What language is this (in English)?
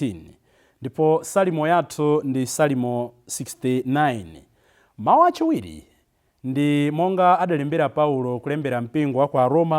Nyanja